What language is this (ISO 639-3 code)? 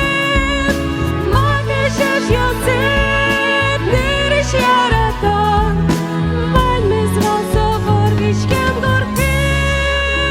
udm